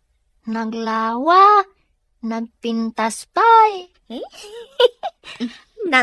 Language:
Iloko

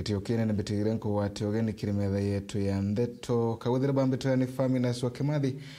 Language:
Meru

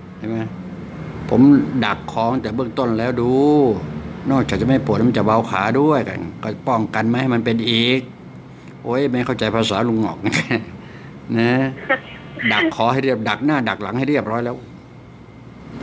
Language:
Thai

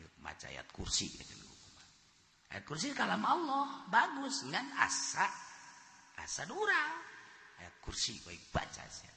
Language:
Sundanese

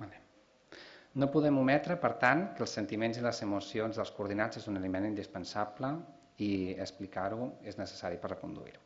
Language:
Catalan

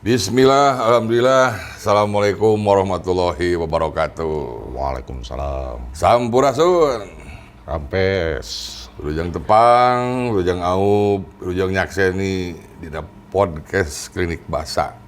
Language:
Sundanese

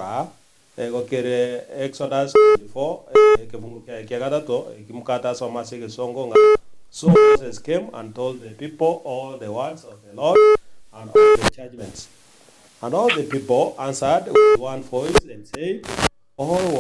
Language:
Gusii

